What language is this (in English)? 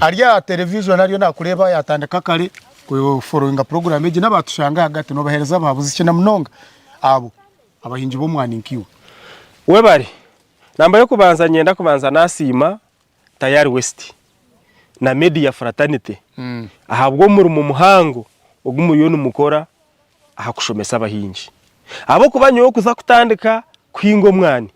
Nyankole